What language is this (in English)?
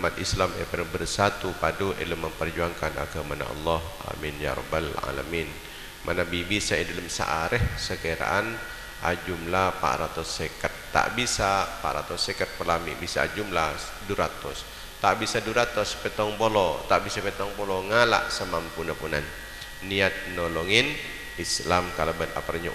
Madurese